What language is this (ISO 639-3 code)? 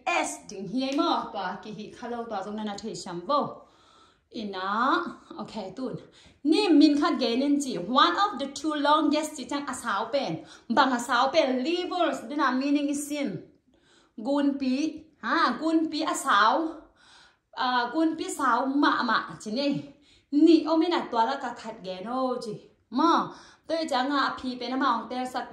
ctd